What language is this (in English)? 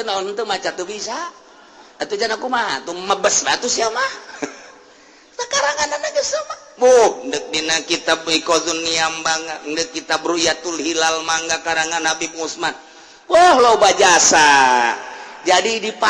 Sundanese